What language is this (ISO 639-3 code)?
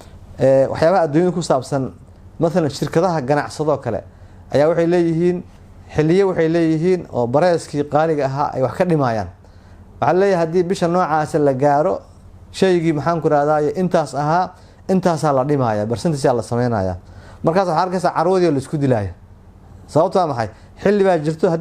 som